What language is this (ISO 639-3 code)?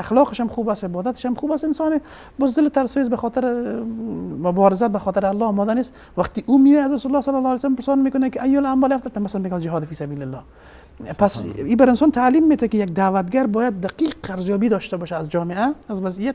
fas